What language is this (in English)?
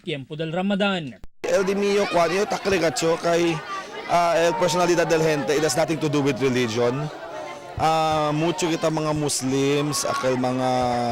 Chavacano